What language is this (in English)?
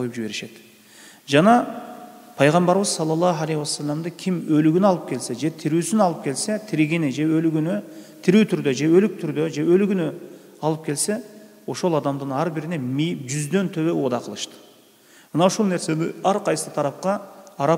Kyrgyz